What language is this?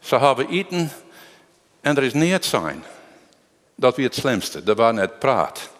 Western Frisian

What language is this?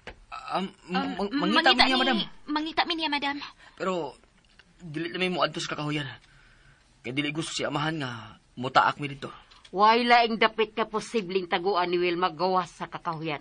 Cebuano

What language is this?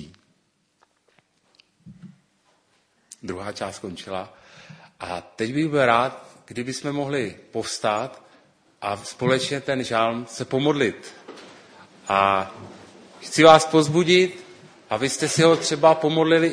Czech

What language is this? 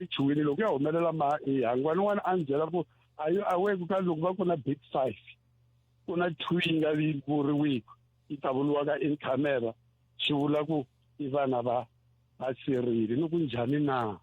Tsonga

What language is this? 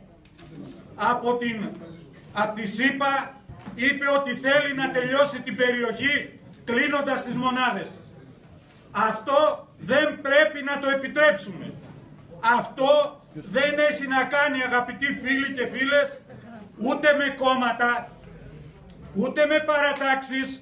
Greek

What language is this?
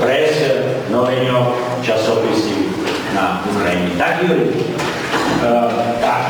Rusyn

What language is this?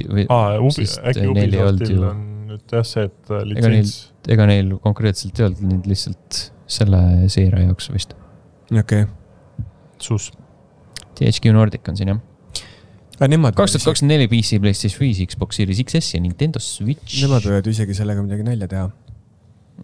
Estonian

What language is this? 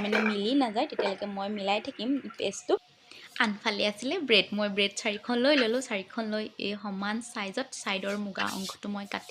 Assamese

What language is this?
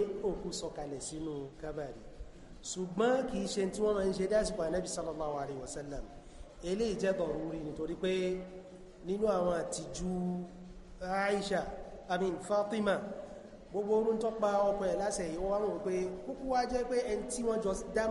Yoruba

